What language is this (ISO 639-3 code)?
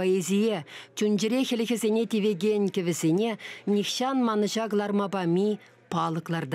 chv